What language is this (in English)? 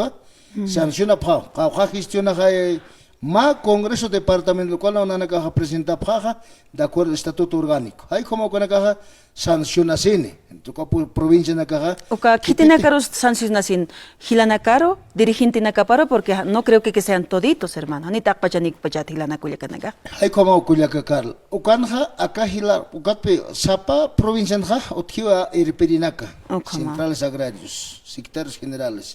Aymara